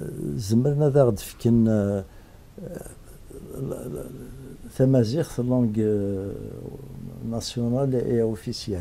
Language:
Kabyle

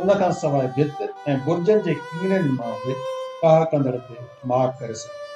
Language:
Sindhi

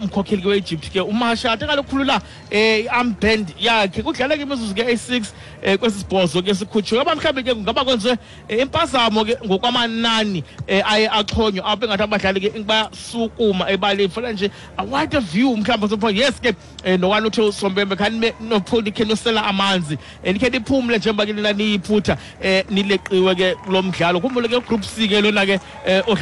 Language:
Xhosa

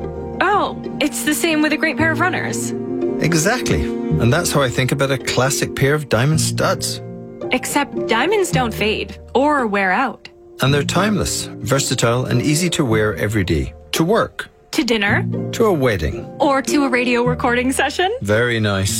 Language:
English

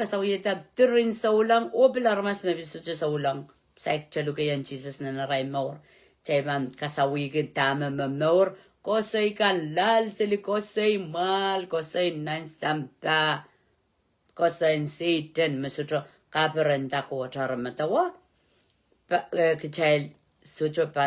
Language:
Pohnpeian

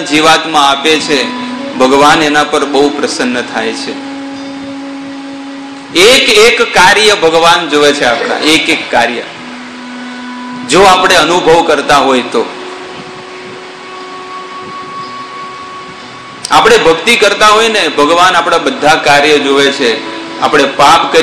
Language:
Gujarati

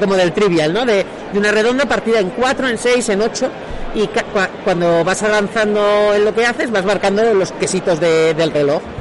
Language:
Spanish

